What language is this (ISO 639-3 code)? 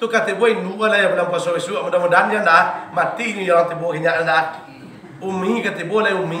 min